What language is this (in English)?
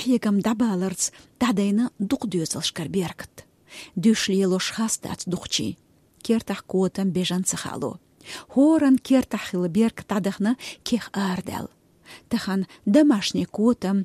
Chechen